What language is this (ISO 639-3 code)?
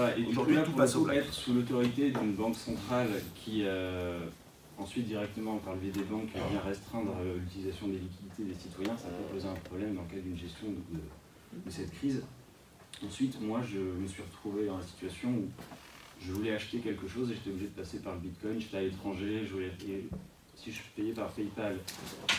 fra